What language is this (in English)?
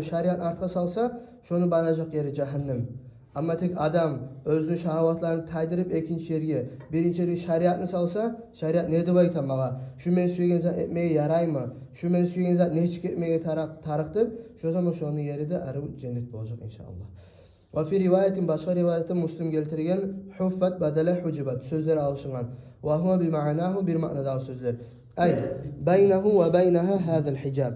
Kumyk